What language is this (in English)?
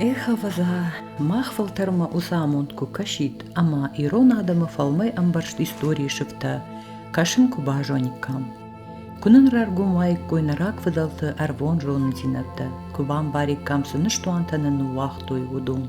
Ossetic